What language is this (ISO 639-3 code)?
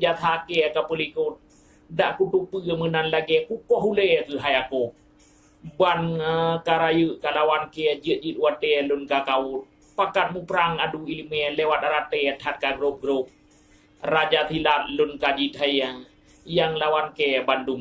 ace